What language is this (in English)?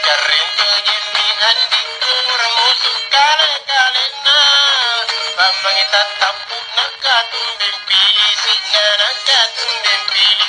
Makasar